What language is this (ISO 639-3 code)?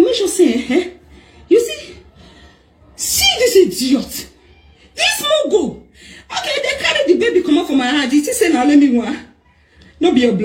pcm